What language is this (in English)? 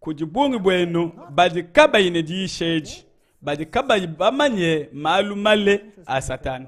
Luba-Lulua